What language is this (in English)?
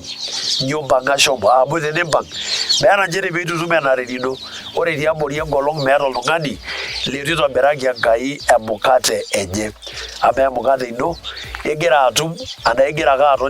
Masai